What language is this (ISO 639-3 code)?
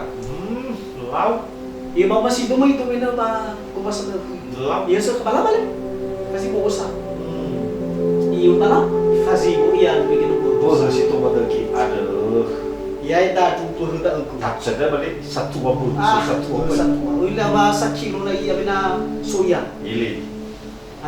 nia